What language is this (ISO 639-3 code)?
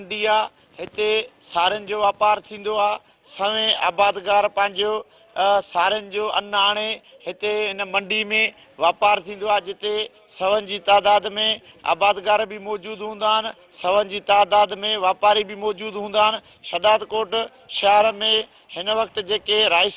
snd